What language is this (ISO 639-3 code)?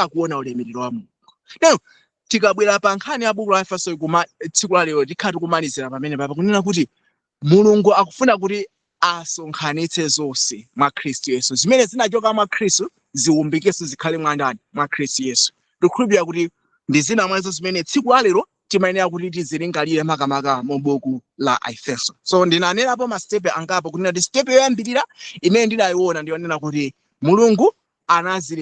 nya